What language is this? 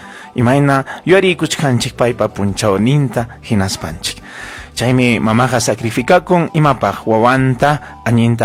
Ayacucho Quechua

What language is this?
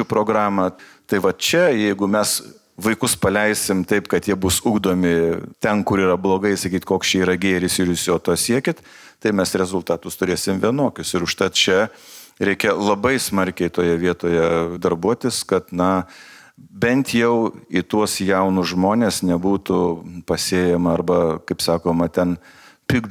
Lithuanian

